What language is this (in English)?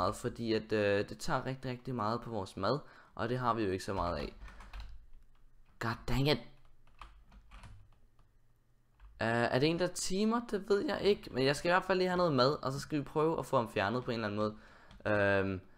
Danish